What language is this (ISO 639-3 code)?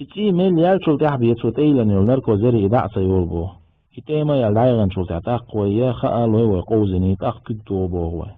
che